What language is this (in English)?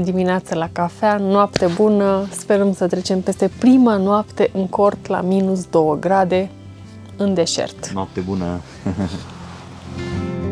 Romanian